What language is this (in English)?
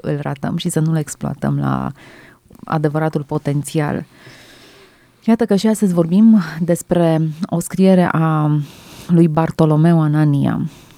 Romanian